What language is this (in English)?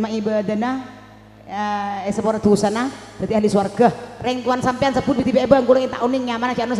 Madurese